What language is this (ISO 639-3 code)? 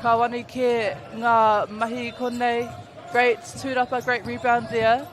mri